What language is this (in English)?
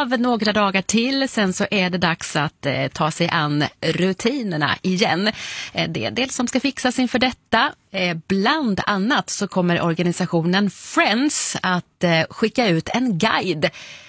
Swedish